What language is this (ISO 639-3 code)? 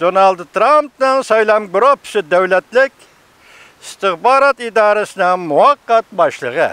uig